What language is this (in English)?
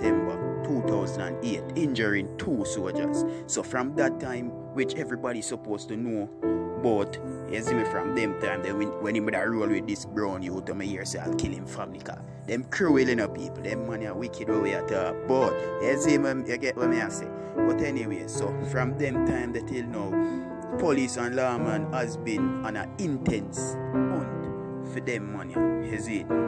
Jamaican Creole English